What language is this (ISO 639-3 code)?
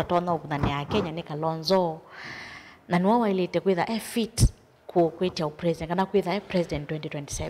kam